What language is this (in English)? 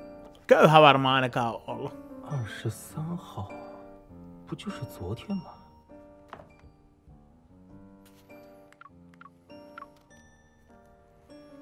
Finnish